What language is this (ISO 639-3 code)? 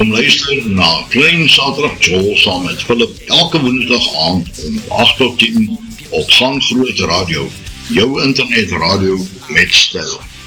afr